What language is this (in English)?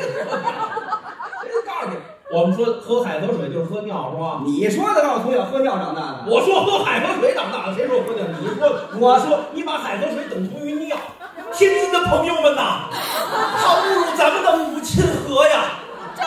Chinese